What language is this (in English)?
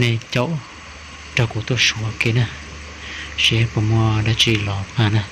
Hmong